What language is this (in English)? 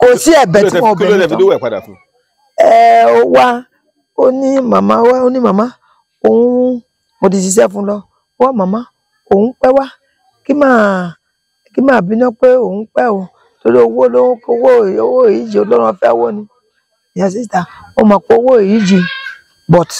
Yoruba